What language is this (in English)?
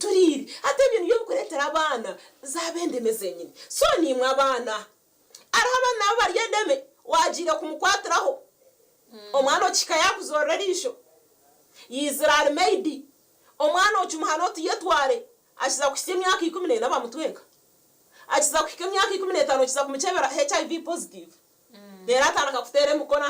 Nyankole